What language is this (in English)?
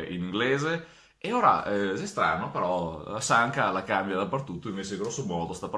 Venetian